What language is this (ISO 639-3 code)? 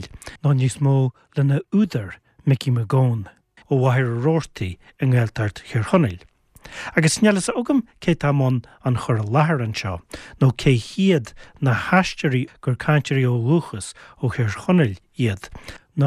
gle